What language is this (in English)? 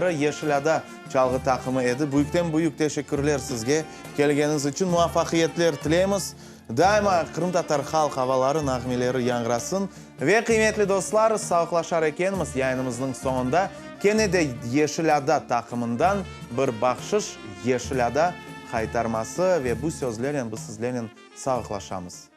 Crimean Tatar